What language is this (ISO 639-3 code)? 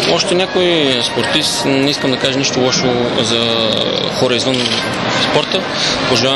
bul